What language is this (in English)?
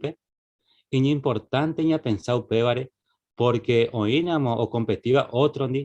Guarani